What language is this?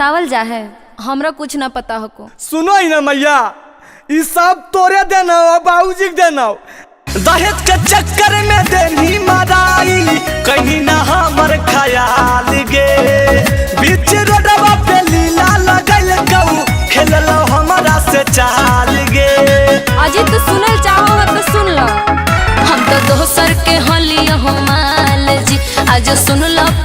Magahi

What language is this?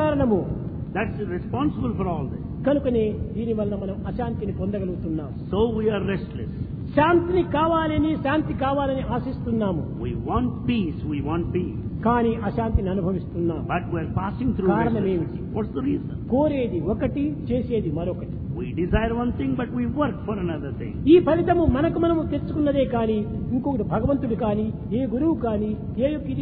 Telugu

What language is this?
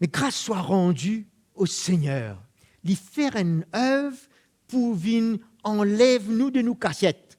Morisyen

